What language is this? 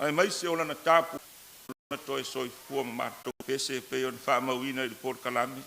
Samoan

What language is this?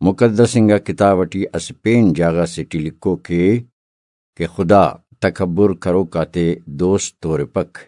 Brahui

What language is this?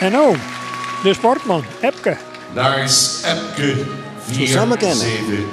Western Frisian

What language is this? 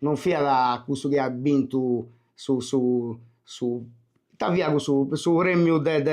Sardinian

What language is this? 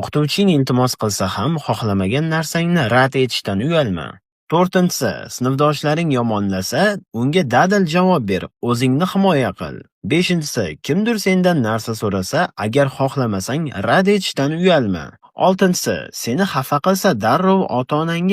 Uzbek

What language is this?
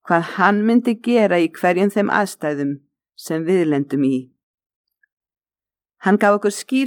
Icelandic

